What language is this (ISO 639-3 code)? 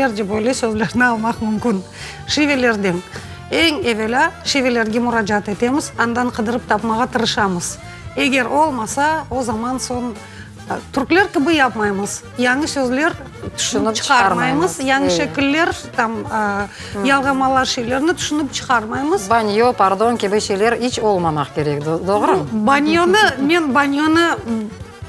crh